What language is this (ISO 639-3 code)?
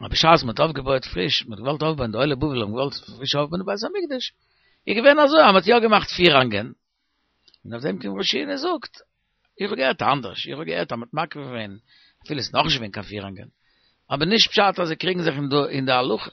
yid